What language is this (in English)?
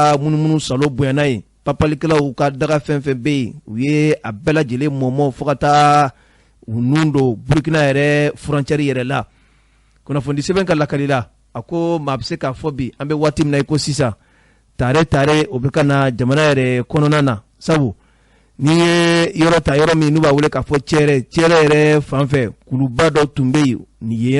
Bambara